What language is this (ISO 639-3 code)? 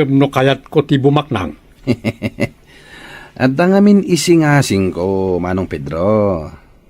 ilo